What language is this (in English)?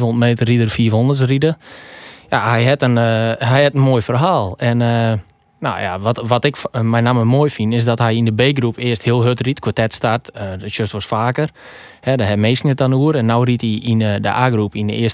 Western Frisian